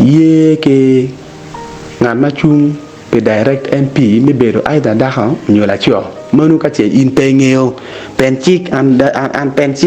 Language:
Acoli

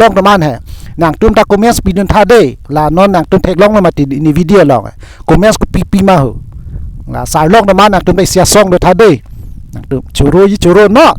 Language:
Karbi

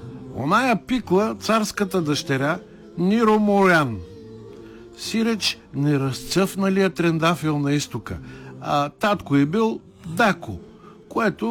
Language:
Bulgarian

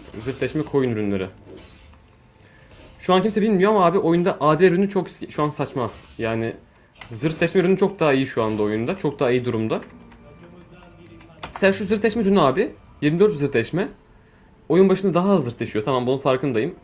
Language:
Turkish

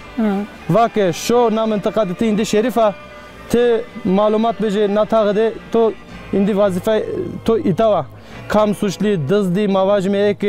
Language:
Zaza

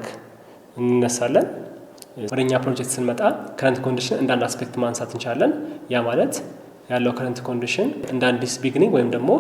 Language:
Amharic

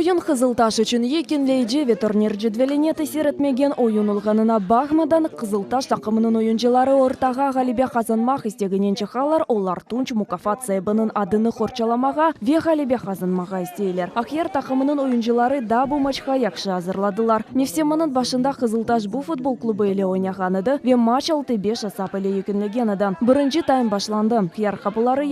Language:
Crimean Tatar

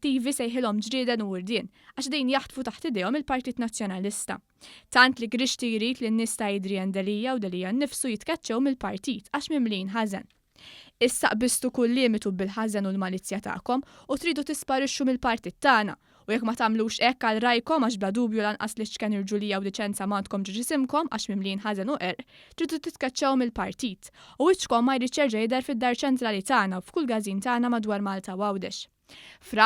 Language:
Maltese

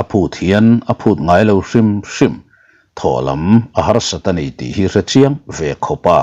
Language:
Mizo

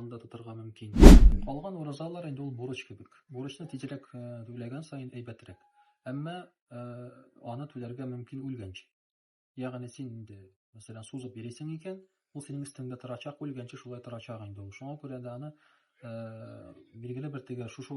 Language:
Tatar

